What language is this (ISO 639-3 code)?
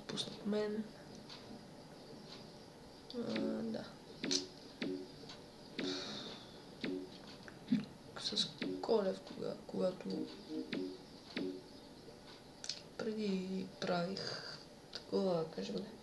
bul